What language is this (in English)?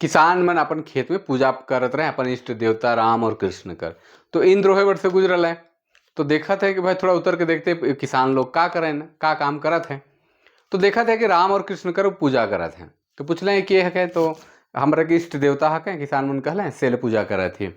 Sadri